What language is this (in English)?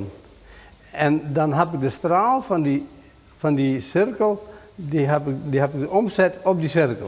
Western Frisian